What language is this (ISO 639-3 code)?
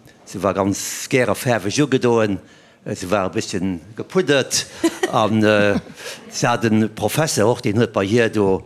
ltz